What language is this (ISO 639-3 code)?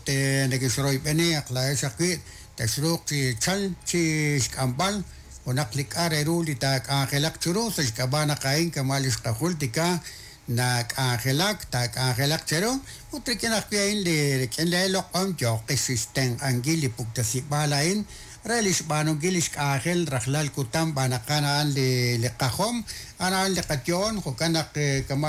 kek